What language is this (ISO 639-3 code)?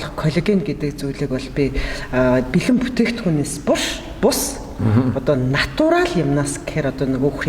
mon